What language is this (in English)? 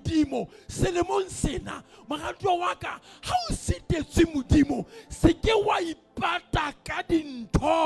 Southern Sotho